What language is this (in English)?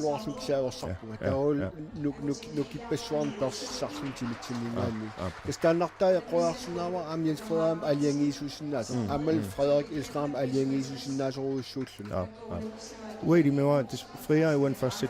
Kalaallisut